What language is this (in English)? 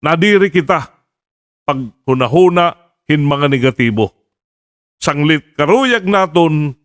Waray